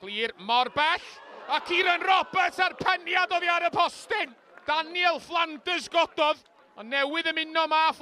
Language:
Welsh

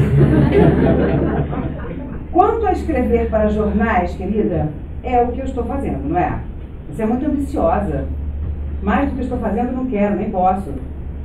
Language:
Portuguese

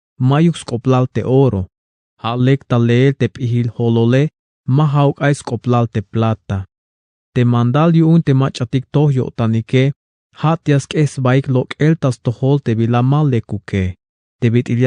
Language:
Tzeltal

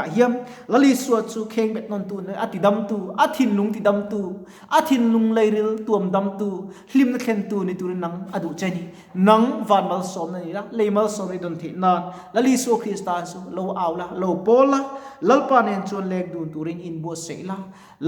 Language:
Mizo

